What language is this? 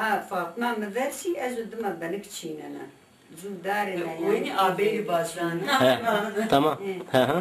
Zaza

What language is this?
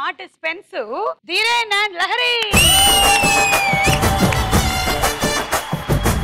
Telugu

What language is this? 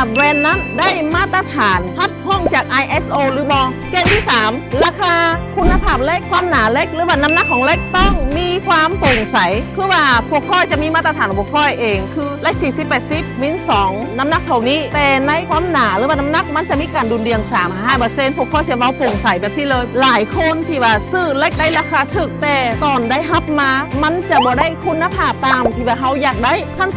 Lao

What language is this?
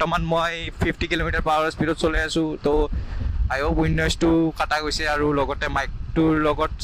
Assamese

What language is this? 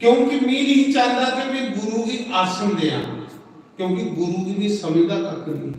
Dogri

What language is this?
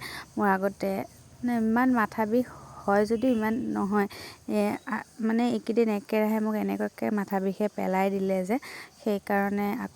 Assamese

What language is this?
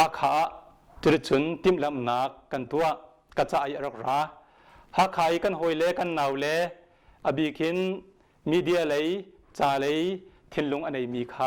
Hakha Chin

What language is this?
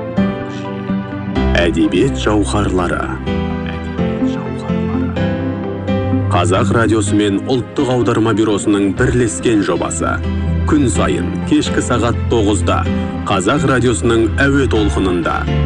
Kazakh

